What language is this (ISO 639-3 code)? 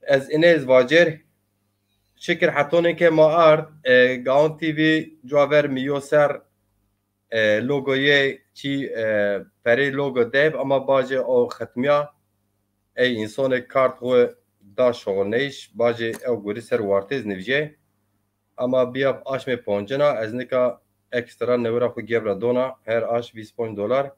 zza